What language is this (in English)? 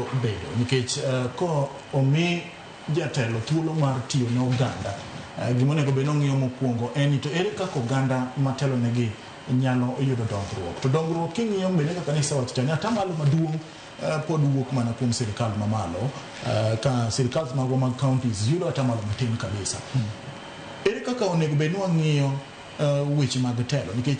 Luo (Kenya and Tanzania)